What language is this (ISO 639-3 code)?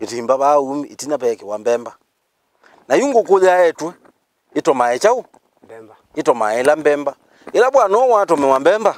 kam